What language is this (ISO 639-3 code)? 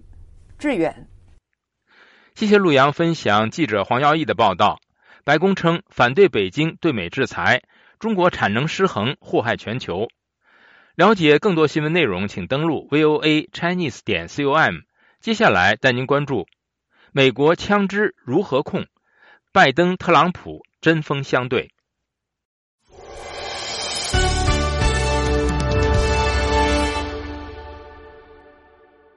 zho